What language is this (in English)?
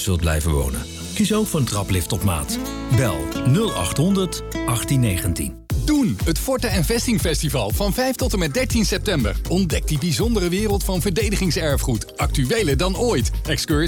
Dutch